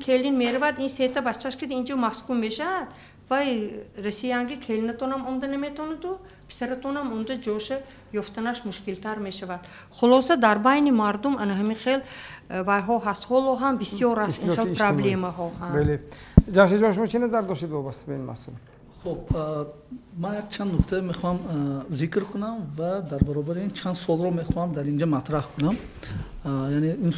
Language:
Tajik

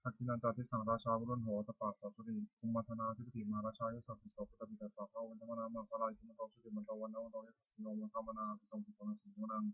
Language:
Pali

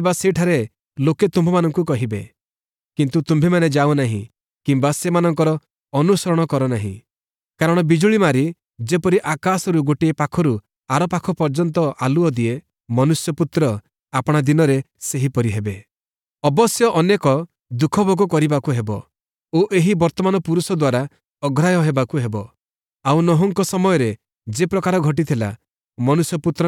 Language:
Odia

